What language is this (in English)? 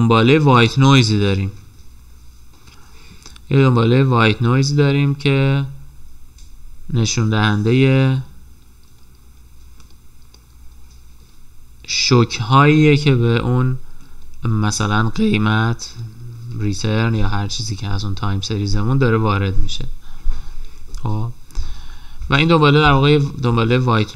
Persian